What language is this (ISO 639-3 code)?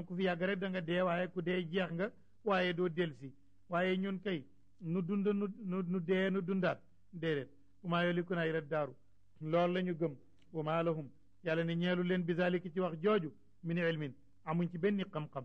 wol